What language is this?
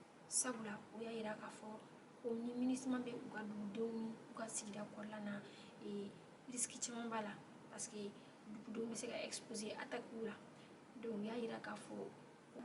Bambara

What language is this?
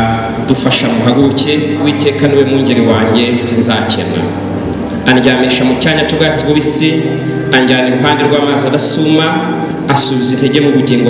Kinyarwanda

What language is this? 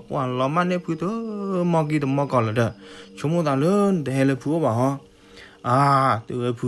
S'gaw Karen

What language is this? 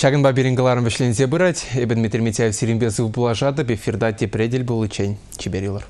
Chuvash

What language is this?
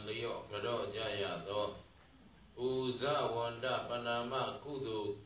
Burmese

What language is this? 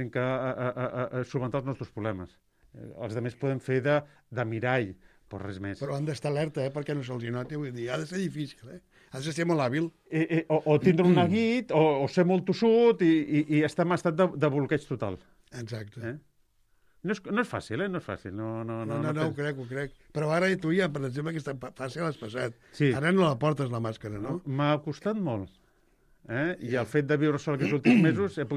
Catalan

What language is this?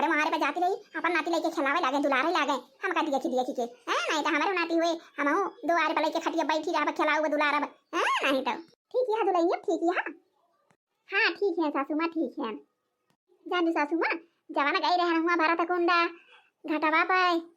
Awadhi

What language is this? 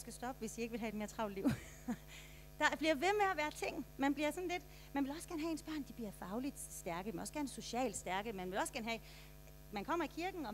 Danish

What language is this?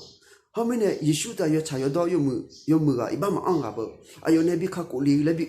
Akha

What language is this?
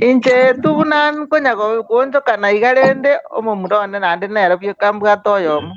Gusii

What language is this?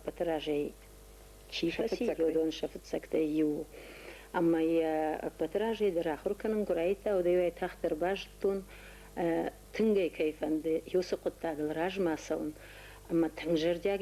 Ossetic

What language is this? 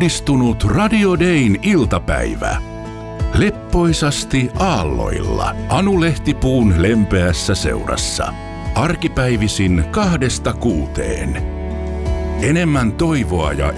Finnish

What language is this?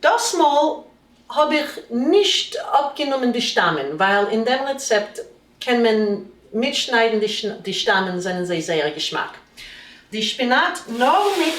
Yiddish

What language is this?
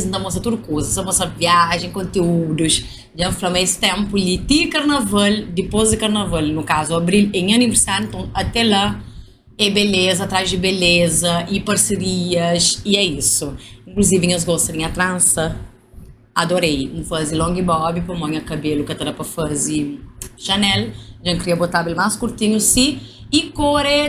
Kabuverdianu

